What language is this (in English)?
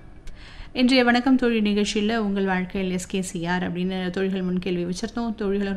Tamil